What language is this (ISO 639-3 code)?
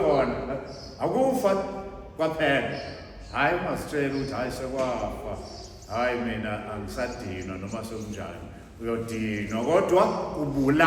zul